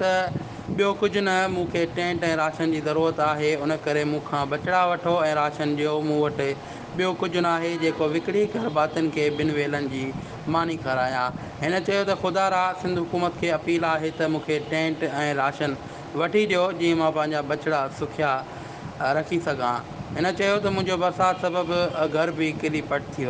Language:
Sindhi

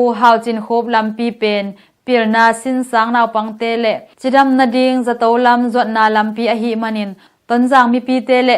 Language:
Tedim Chin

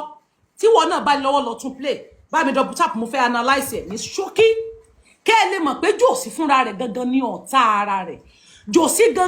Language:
Yoruba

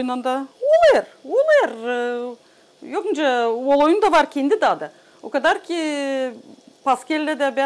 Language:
Gagauz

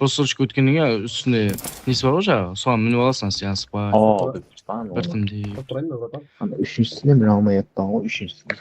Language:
Kara-Kalpak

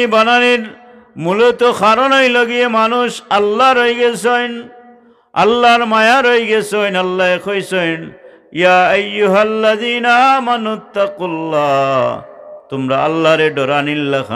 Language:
Sylheti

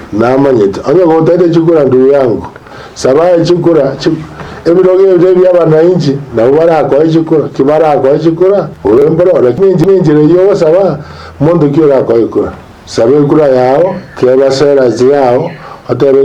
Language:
Gusii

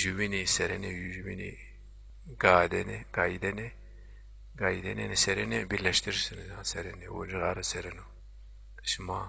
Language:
Zaza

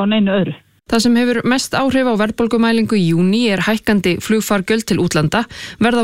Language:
Icelandic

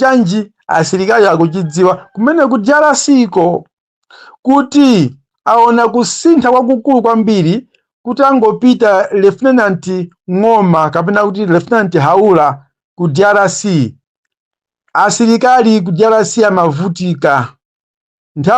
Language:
Nyanja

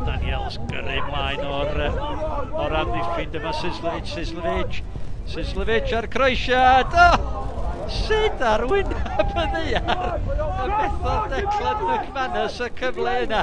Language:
Welsh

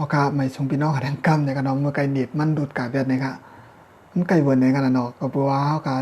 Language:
Shan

